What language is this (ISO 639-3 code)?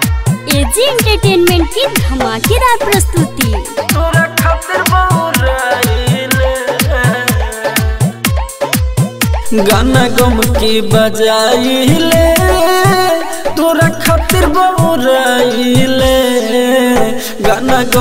bho